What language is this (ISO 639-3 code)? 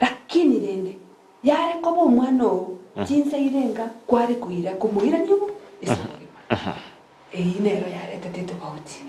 guz